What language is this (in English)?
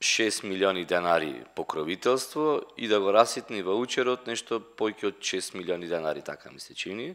Macedonian